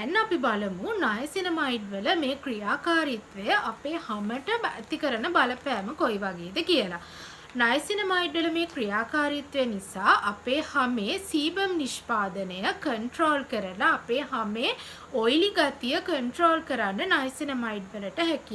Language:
Sinhala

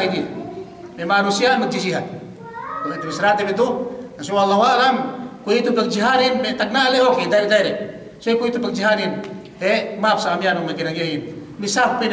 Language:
Yakan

